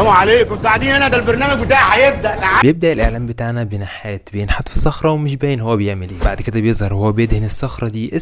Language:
Egyptian Arabic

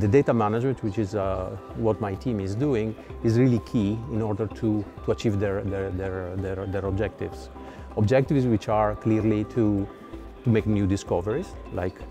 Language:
English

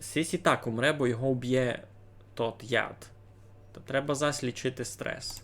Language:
Rusyn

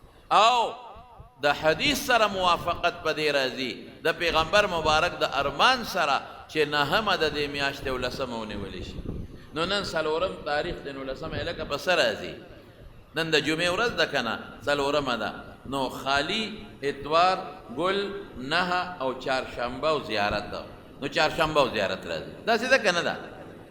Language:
Pashto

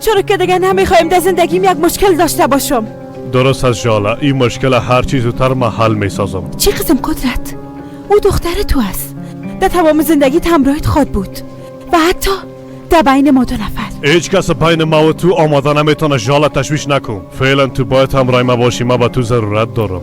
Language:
Persian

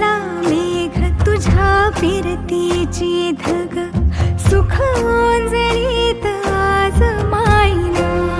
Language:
Marathi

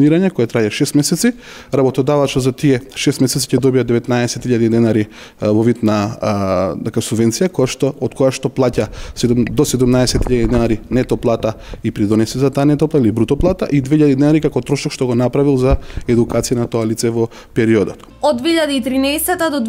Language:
Macedonian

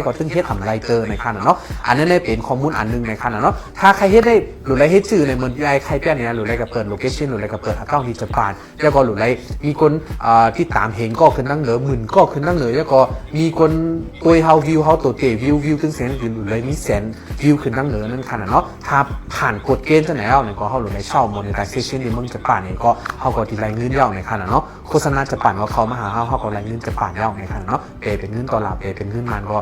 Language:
Shan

